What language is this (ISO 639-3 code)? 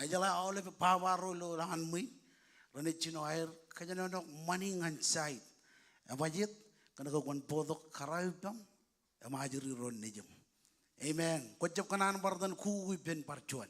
mah